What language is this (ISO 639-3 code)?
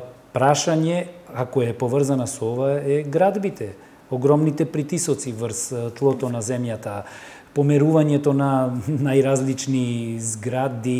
mkd